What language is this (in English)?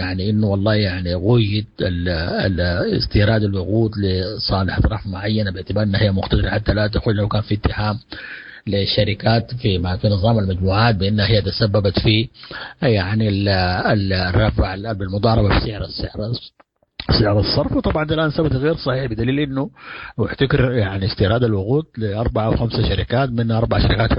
Sudanese Arabic